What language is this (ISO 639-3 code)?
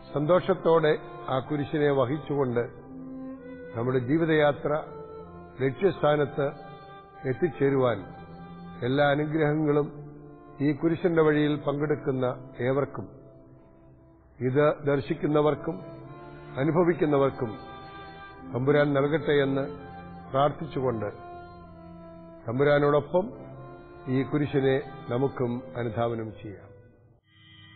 mal